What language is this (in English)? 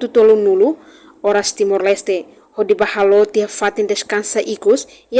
Tetum